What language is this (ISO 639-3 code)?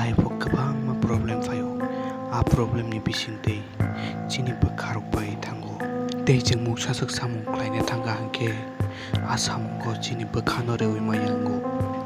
trp